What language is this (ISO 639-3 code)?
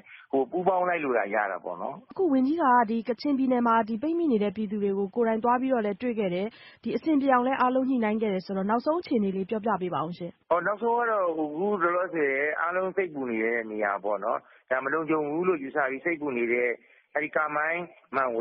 mya